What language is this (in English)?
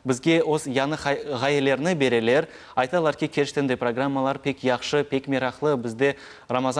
Crimean Tatar